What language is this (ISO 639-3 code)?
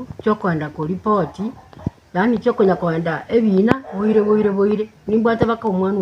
guz